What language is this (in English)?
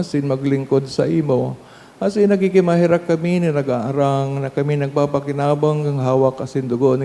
Bikol